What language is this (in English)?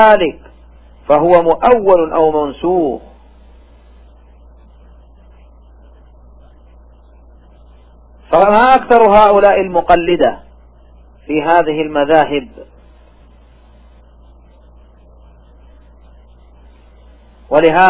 Arabic